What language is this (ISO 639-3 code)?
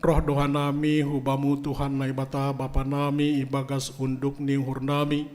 bts